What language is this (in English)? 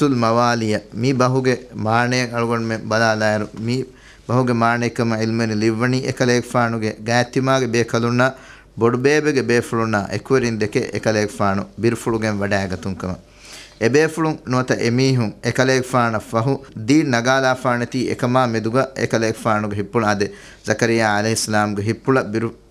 Divehi